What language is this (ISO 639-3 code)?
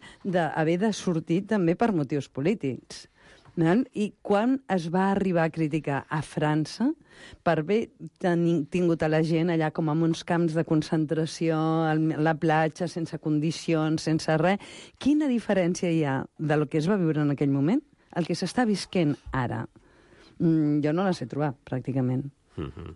cat